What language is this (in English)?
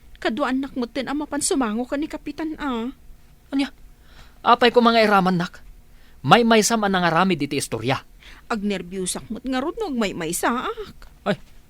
Iloko